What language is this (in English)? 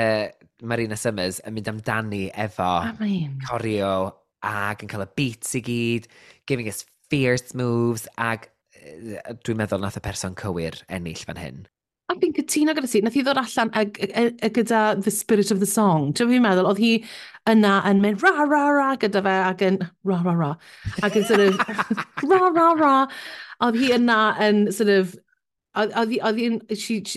Welsh